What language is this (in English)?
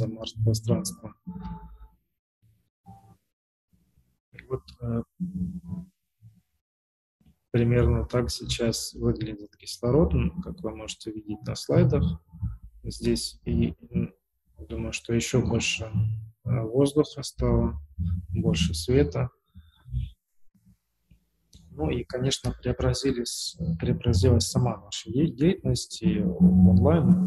Russian